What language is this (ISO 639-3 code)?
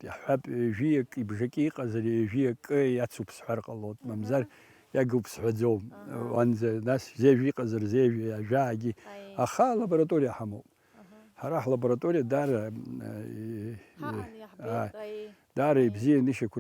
abk